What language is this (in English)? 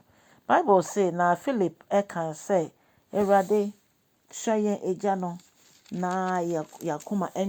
Akan